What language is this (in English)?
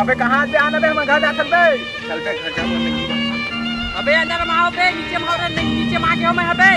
Chhattisgarhi